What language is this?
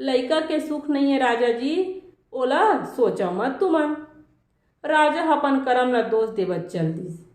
Chhattisgarhi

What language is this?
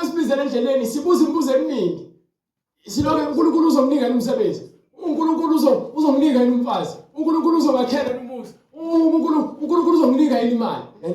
Zulu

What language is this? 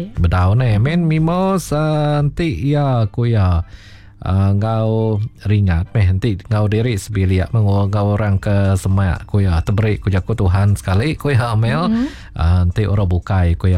Iban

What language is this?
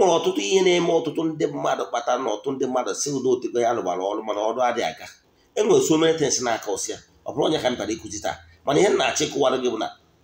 Igbo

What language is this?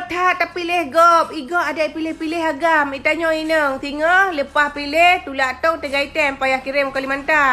Achinese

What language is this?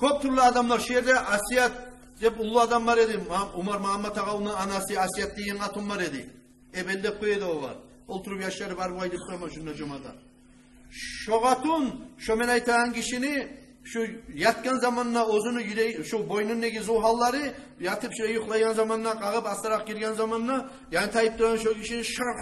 Kumyk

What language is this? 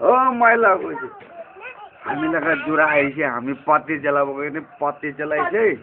Naga Pidgin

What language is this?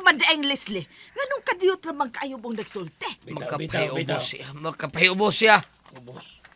Cebuano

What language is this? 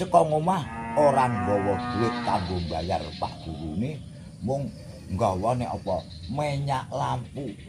Javanese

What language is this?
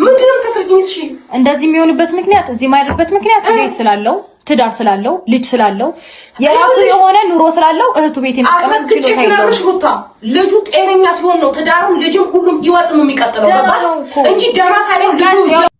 Amharic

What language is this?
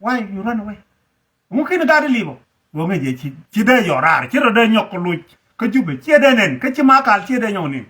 Nuer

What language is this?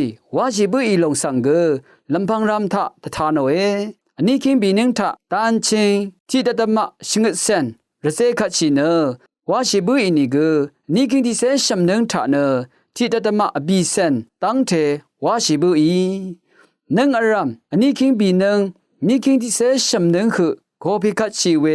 Rawang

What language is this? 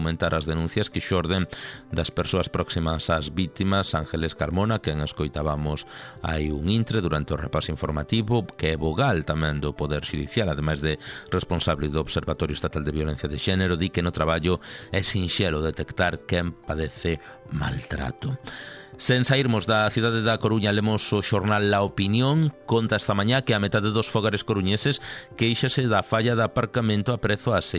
Galician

